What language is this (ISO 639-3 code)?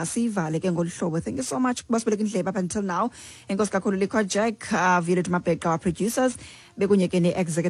xho